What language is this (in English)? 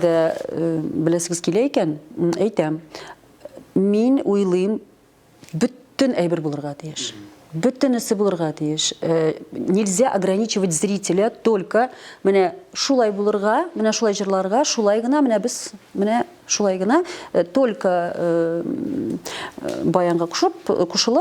Tatar